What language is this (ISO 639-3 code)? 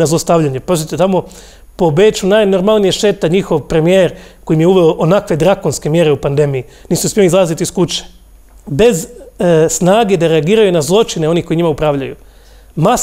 hrv